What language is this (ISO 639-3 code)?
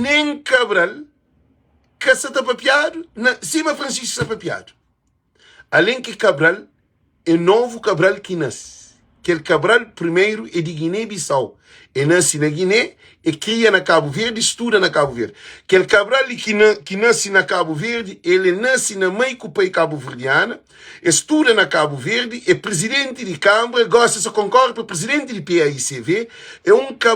kea